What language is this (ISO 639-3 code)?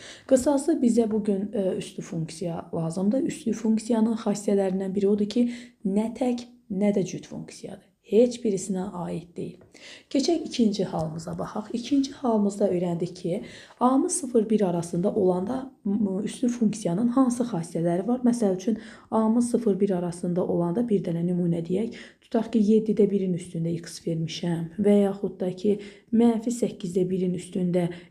aze